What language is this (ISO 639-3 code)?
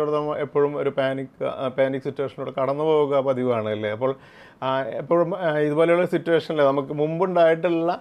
mal